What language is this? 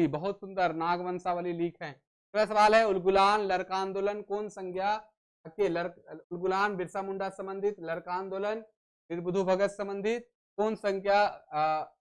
Sadri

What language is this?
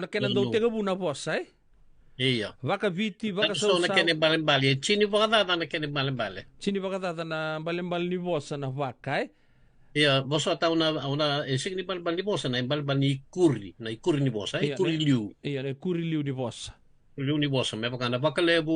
Fijian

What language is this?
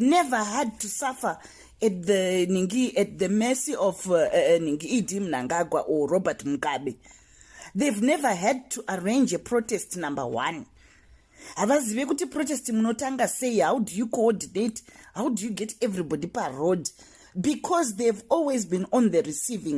Shona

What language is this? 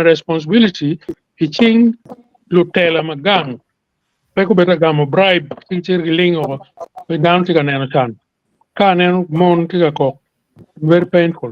Acoli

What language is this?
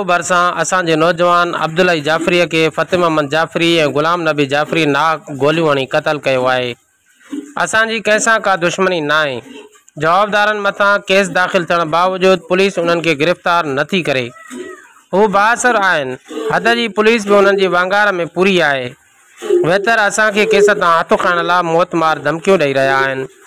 Sindhi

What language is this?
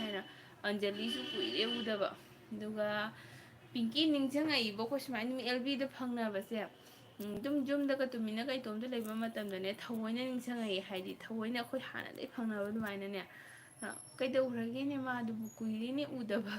Manipuri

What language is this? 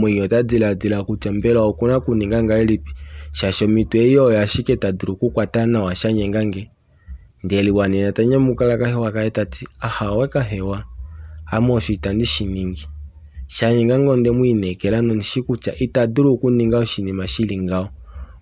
Kuanyama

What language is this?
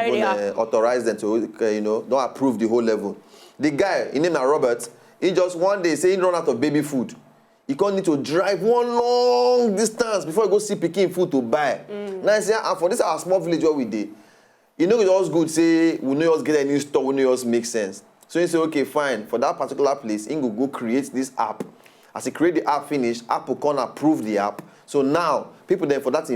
Nigerian Pidgin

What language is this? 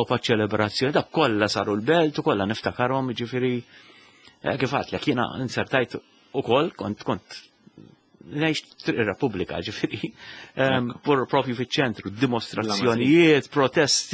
Maltese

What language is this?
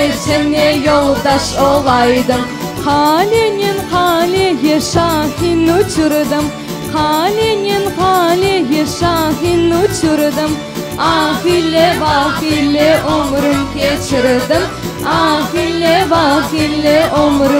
Crimean Tatar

